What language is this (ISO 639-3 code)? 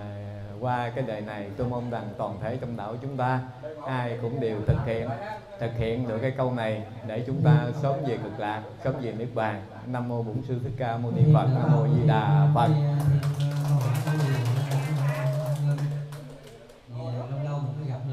vie